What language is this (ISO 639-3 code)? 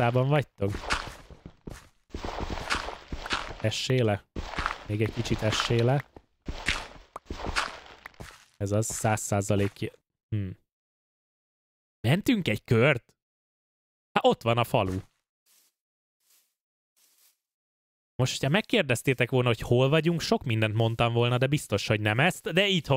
hun